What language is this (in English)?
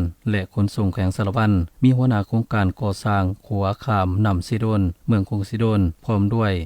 Lao